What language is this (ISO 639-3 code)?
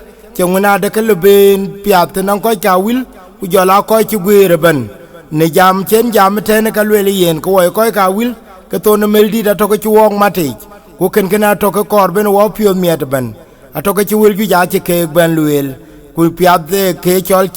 din